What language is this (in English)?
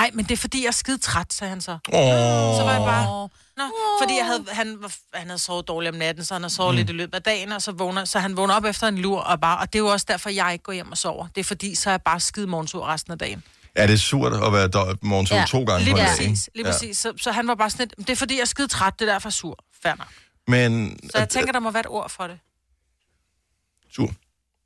Danish